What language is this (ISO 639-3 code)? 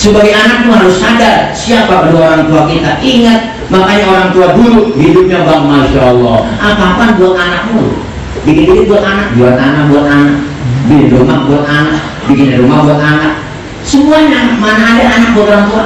bew